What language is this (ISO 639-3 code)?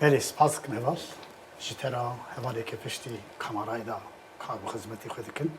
kur